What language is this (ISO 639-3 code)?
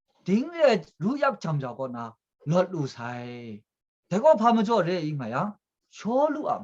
kac